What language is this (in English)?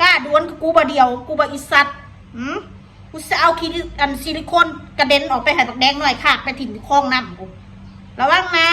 Northeastern Thai